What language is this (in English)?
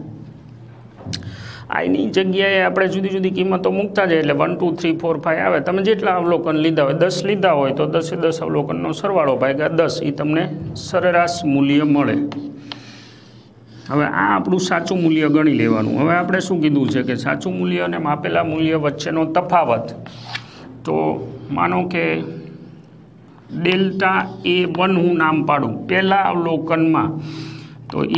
Gujarati